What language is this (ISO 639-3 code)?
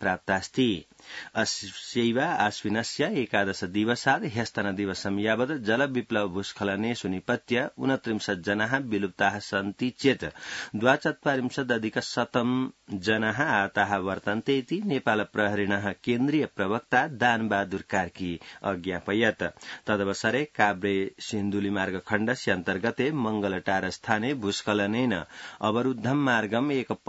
san